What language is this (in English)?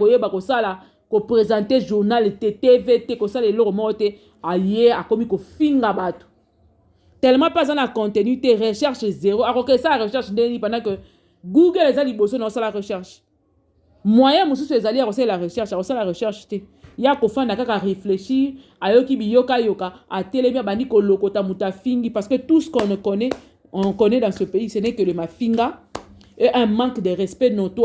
Lingala